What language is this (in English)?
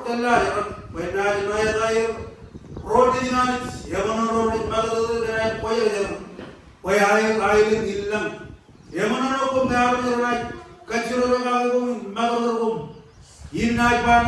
Marshallese